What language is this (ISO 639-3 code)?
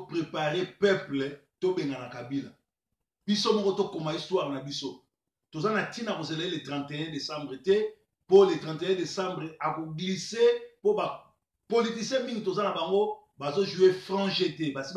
lin